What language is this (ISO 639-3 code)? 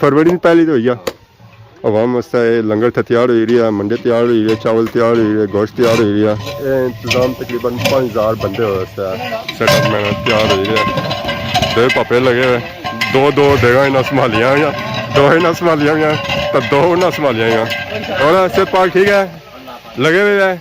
phr